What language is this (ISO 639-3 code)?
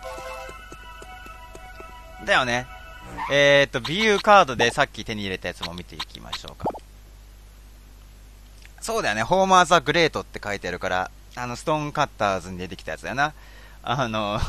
jpn